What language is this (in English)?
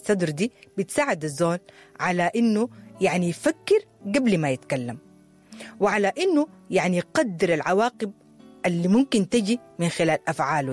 Sudanese Arabic